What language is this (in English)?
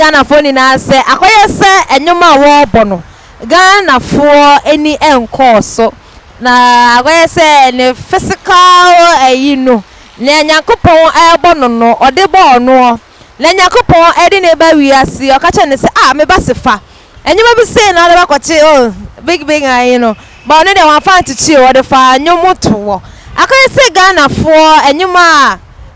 Akan